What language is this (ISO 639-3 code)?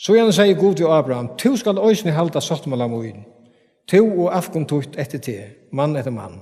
fao